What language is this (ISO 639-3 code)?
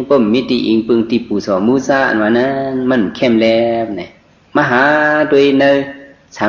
shn